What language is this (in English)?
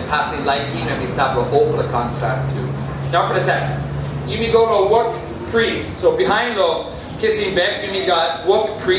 Tok Pisin